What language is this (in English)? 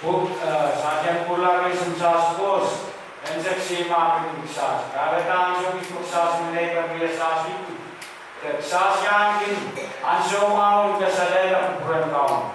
Pohnpeian